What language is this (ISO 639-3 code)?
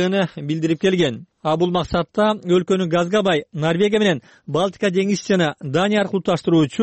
kir